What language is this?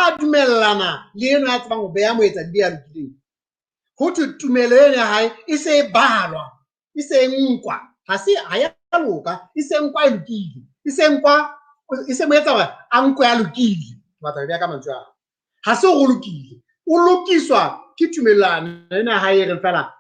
Southern Sotho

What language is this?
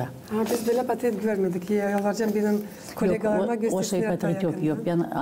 Gagauz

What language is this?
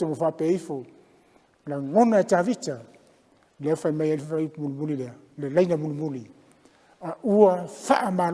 Samoan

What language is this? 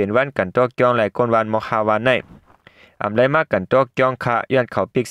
Shan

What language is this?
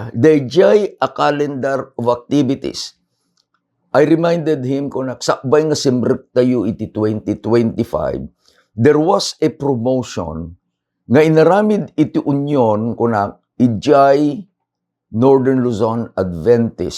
Iloko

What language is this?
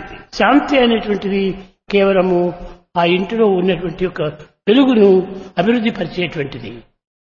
Telugu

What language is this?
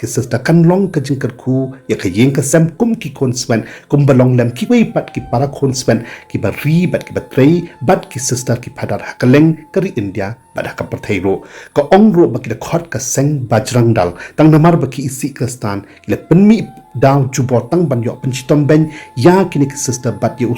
Khasi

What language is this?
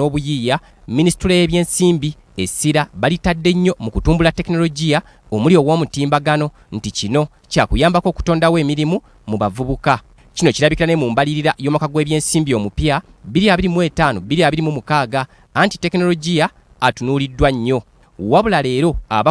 Ganda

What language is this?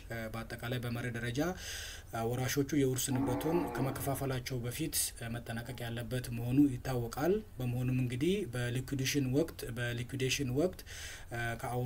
Amharic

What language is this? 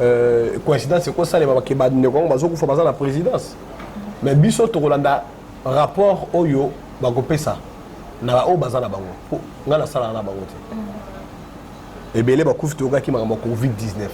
Lingala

